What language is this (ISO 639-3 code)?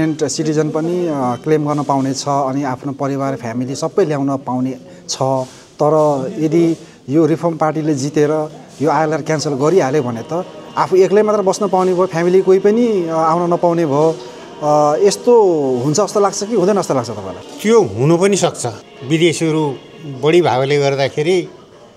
nep